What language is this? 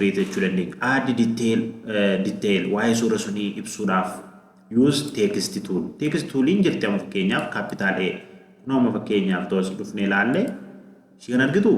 Oromo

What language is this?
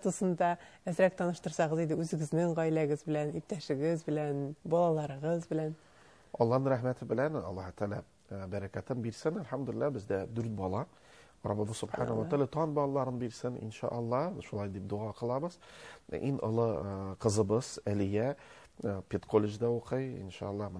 Tatar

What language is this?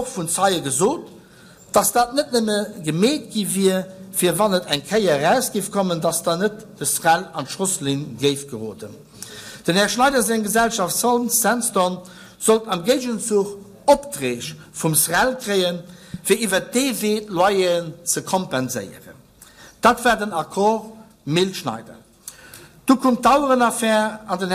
Luxembourgish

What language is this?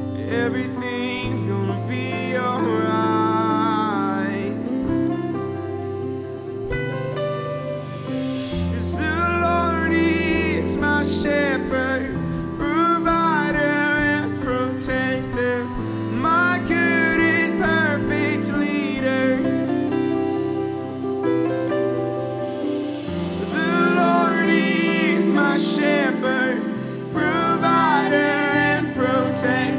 English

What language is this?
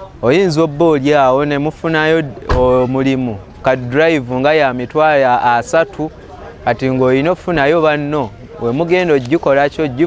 Ganda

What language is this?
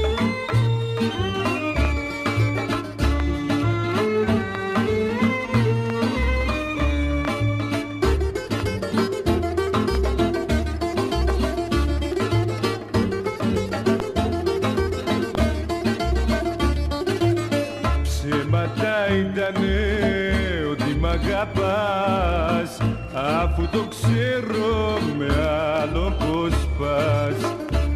Greek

